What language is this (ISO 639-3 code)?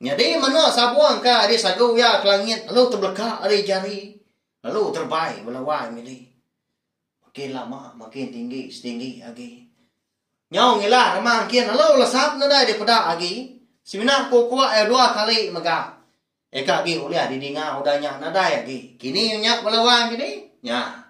iba